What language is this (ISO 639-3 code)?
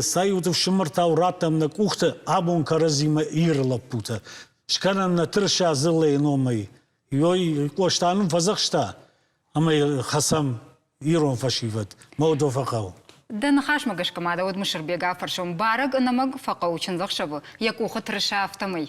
oss